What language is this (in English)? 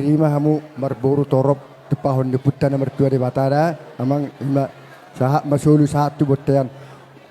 Batak Toba